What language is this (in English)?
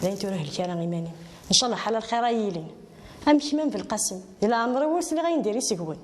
Kabyle